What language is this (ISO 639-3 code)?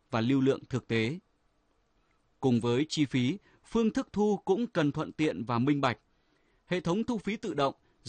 vie